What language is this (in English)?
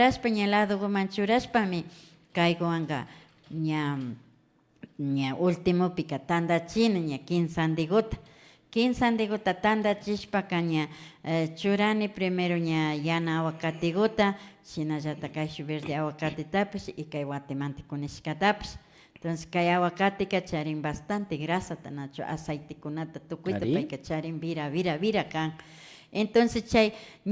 Imbabura Highland Quichua